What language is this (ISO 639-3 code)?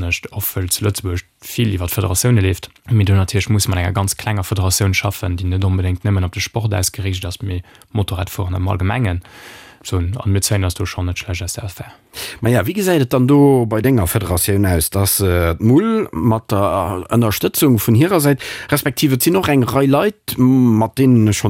ltz